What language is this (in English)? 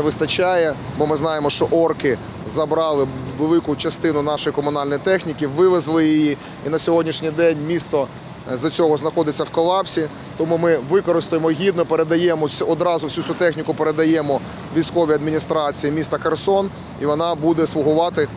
Ukrainian